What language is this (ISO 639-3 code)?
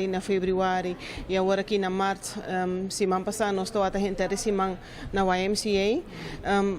pap